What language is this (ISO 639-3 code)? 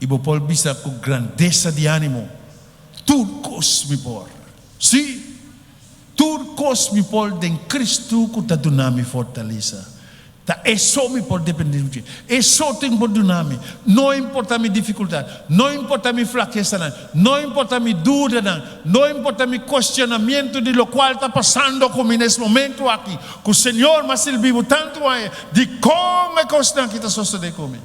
pap